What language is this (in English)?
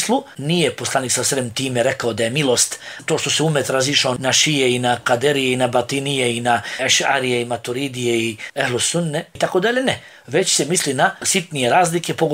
Bosnian